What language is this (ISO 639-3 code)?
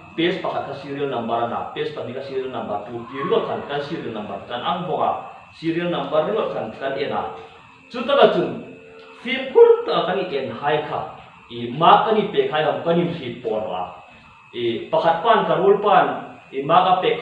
hmr